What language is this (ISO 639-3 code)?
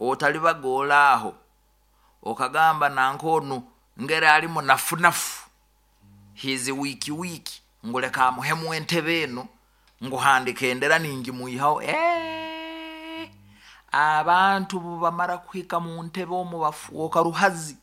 nyo